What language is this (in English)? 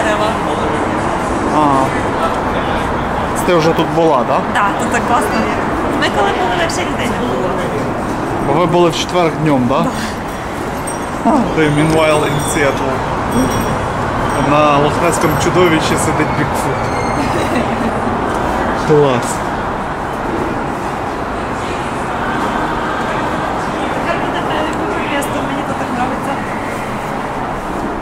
Ukrainian